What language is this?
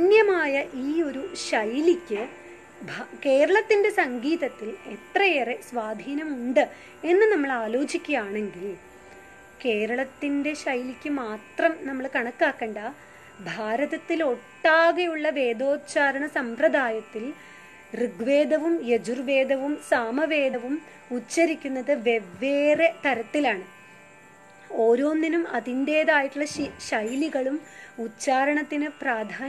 Malayalam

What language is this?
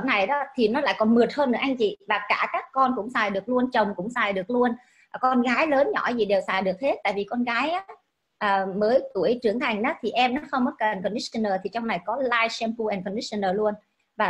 Vietnamese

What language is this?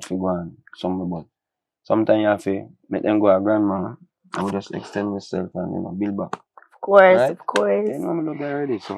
Jamaican Creole English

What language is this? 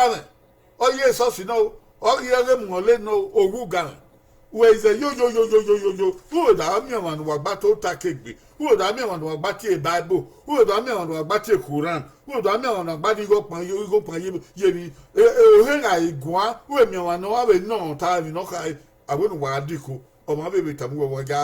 Bini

